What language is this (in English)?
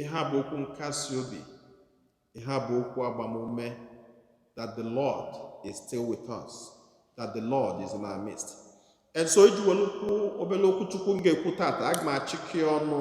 Igbo